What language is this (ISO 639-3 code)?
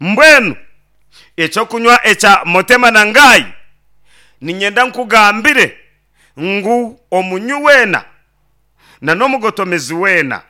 nyn